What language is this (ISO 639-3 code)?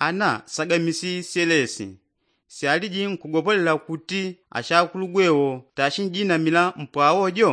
yao